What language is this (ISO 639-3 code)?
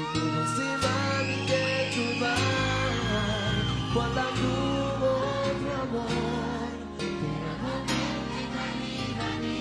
pap